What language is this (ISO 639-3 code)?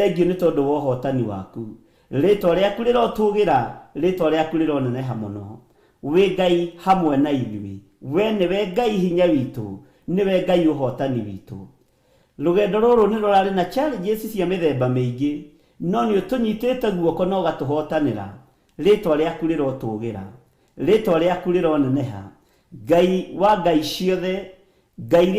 kik